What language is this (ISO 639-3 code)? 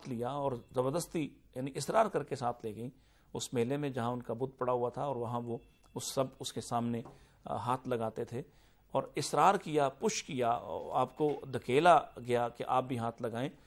urd